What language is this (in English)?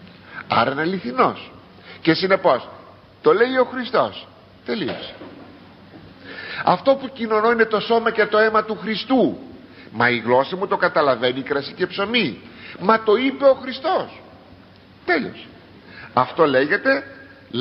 Greek